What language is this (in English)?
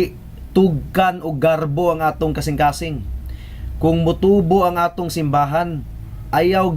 Cebuano